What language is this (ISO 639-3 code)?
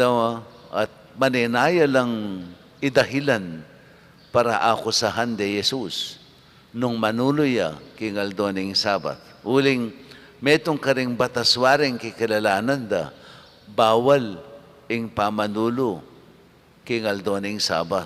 pam